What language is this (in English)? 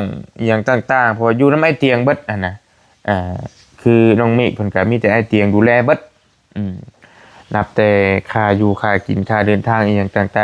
Lao